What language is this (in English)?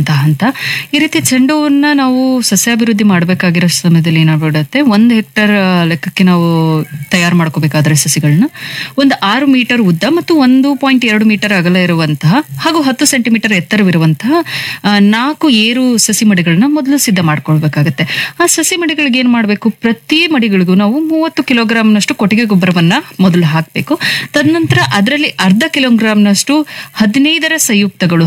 Kannada